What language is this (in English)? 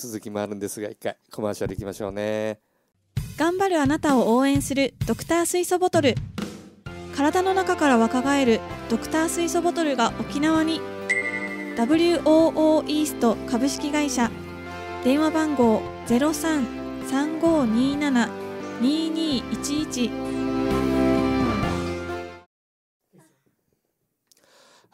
Japanese